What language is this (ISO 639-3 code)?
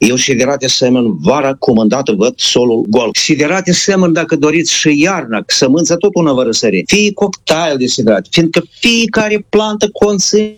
ron